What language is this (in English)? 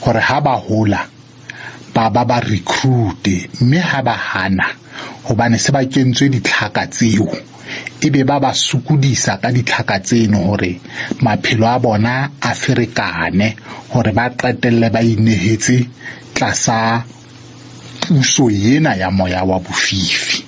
Southern Sotho